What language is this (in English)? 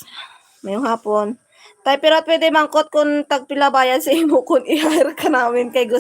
Hiligaynon